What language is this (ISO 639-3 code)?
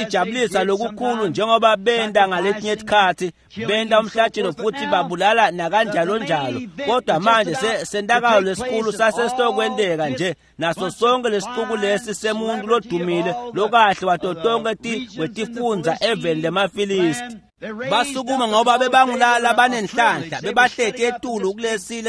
ssw